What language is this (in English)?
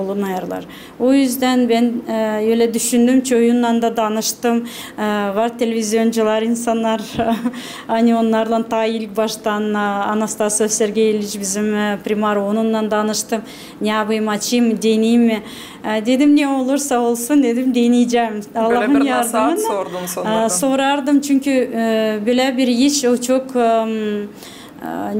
Gagauz